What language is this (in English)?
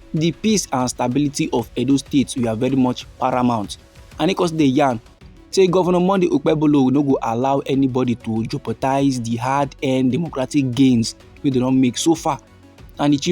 Nigerian Pidgin